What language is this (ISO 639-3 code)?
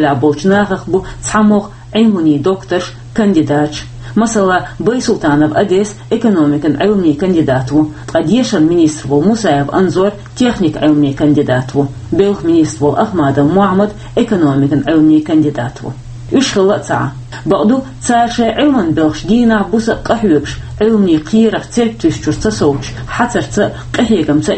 che